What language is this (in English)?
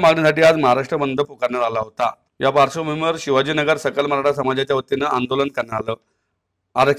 Marathi